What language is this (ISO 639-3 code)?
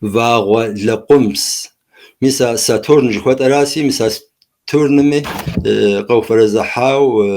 kbd